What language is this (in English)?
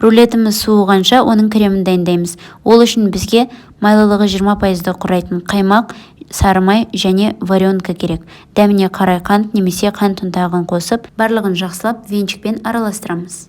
Kazakh